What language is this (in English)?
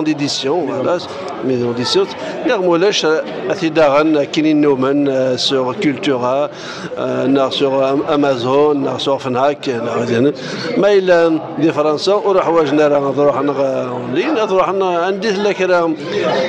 Kabyle